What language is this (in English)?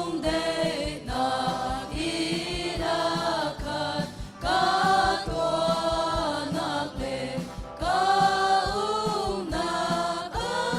Hakha Chin